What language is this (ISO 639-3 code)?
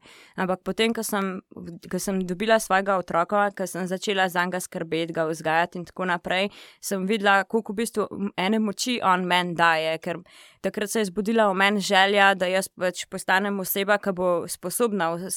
slv